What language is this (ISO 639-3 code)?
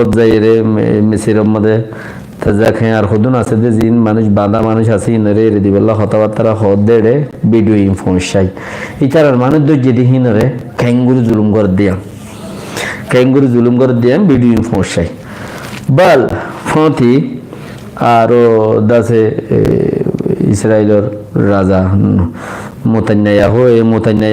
rhg